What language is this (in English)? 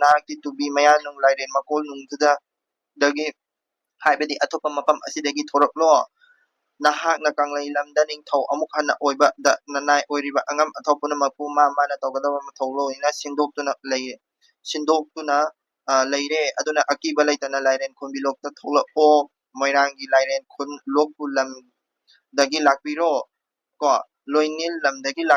Manipuri